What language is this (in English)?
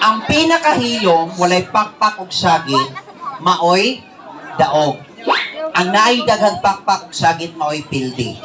Cebuano